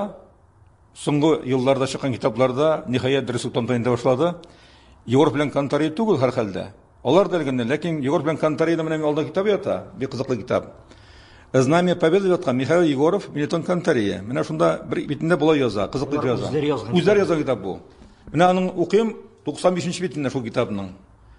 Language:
Tatar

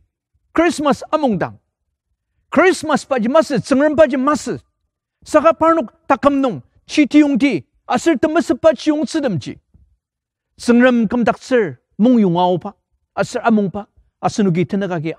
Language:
Ao Naga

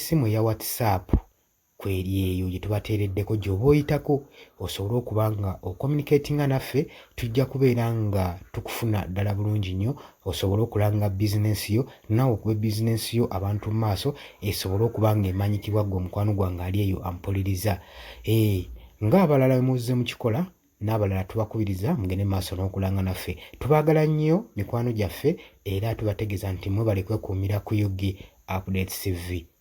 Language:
Ganda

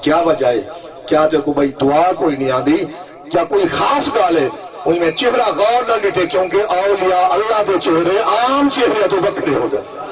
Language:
Saraiki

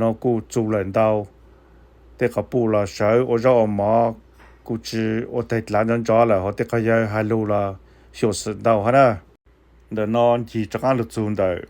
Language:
Hmong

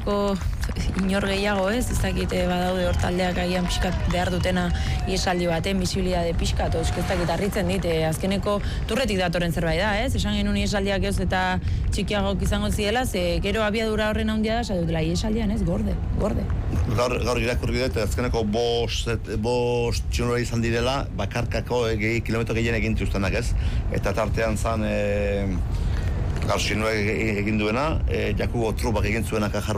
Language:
Basque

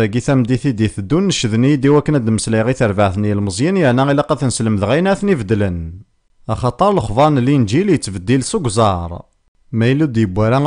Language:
Kabyle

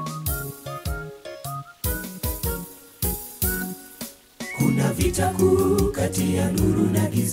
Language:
Swahili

